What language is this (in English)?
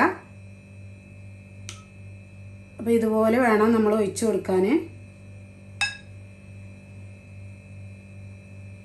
Malayalam